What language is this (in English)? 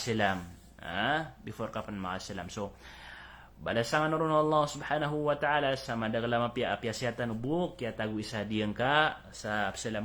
Maranao